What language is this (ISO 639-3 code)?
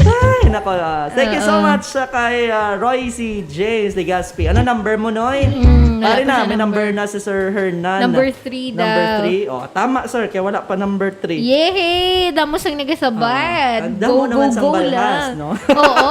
hil